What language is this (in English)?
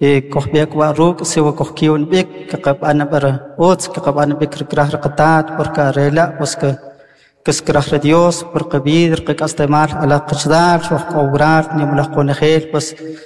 Kʼicheʼ